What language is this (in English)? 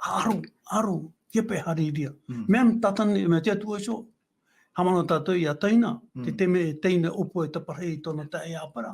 Tahitian